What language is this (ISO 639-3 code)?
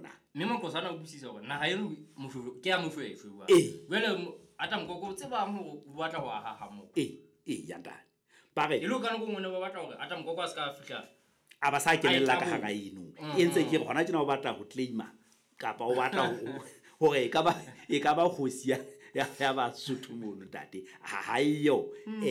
sot